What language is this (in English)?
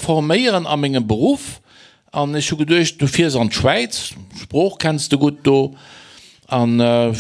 Luxembourgish